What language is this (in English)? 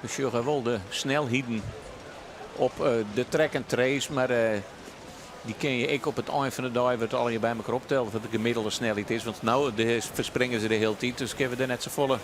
Western Frisian